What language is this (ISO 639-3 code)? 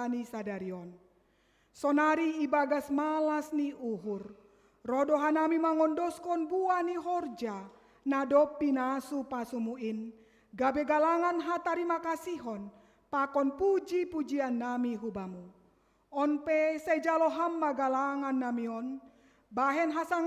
bts